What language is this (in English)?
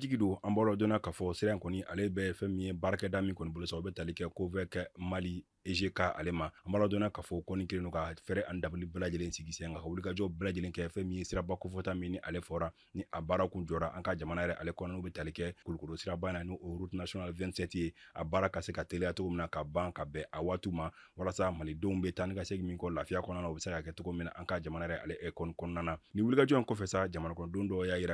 Bambara